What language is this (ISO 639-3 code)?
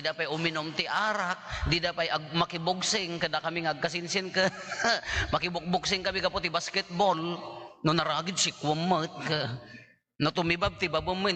ilo